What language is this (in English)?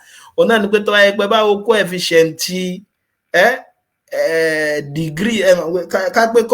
Yoruba